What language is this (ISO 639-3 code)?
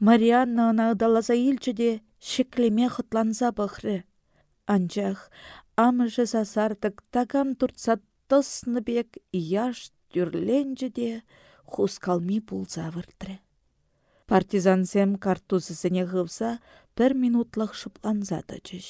chv